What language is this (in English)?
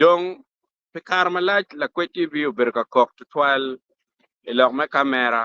Acoli